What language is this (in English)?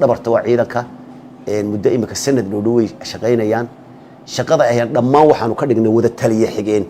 Somali